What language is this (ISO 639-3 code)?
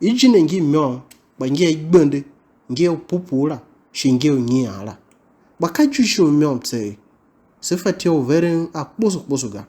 tiv